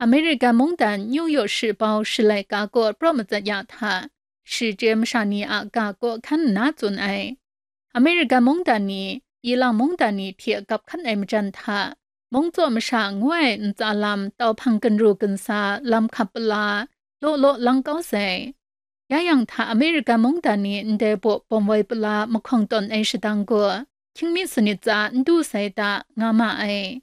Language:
Kachin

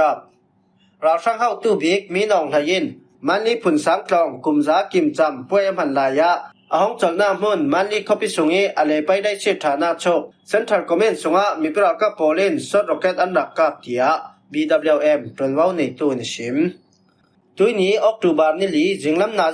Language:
Falam Chin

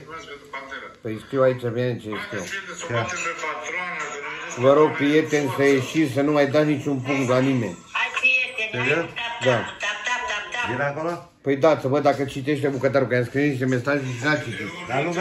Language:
Romanian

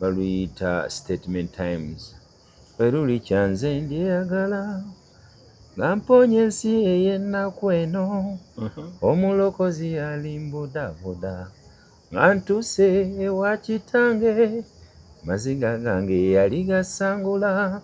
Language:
Ganda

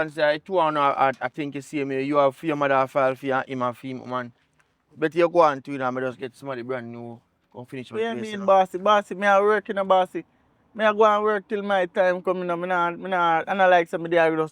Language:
Jamaican Creole English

